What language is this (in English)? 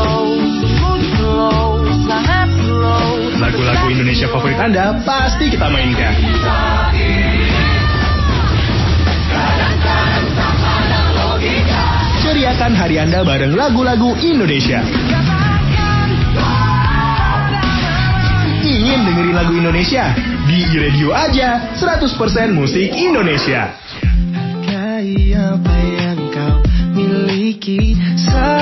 Indonesian